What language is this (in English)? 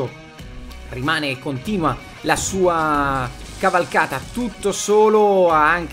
Italian